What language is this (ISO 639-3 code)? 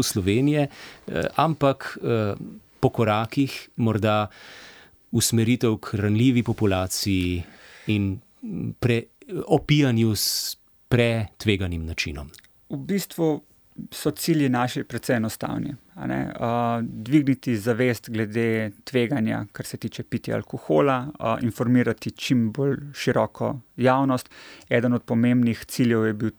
slv